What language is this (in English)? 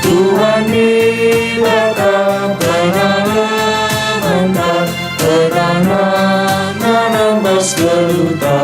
Batak Karo